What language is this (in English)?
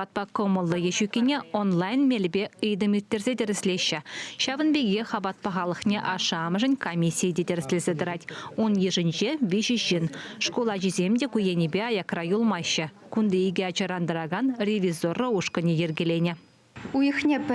Chuvash